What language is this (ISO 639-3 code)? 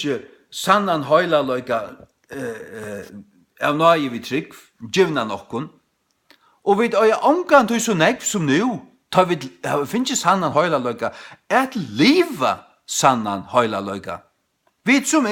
fao